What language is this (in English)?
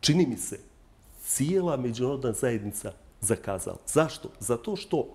Bosnian